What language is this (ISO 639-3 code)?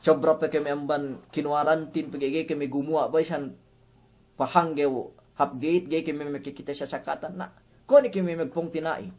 yka